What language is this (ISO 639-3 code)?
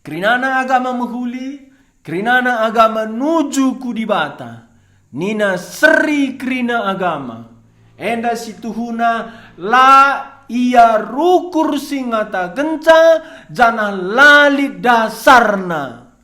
btx